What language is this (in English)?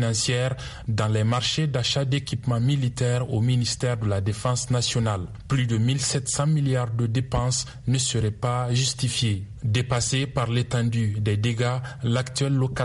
French